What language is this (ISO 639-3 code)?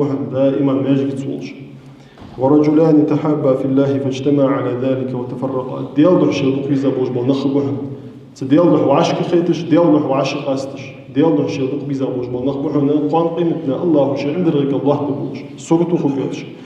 inh